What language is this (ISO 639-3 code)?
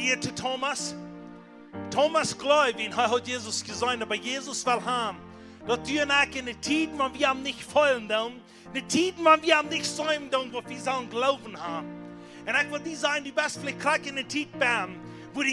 pdt